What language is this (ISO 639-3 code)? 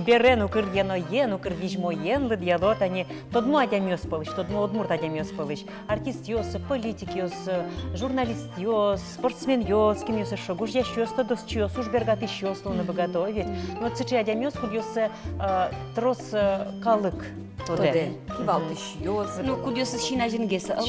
udm